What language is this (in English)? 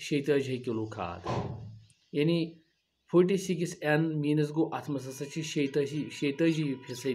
Kashmiri